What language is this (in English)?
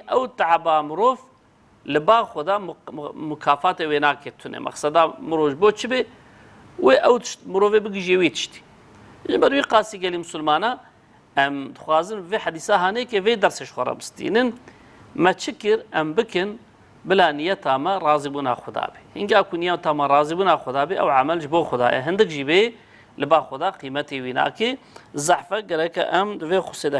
Kurdish